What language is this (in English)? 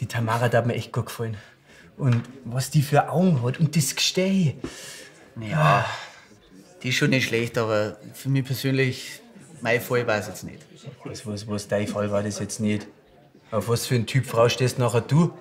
Bavarian